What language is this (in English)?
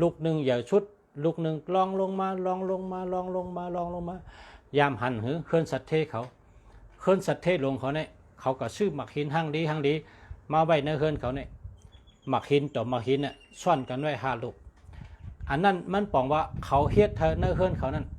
Shan